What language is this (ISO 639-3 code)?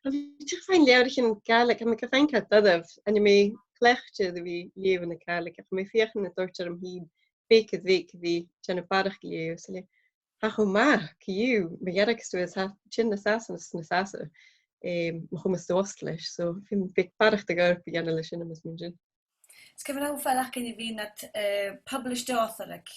gla